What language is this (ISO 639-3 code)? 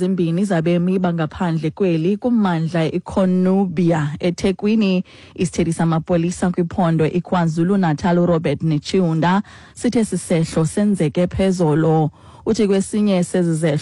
xho